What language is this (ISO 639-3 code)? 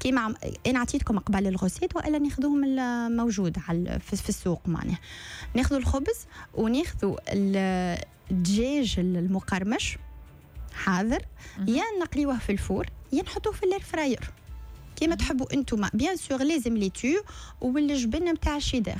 aeb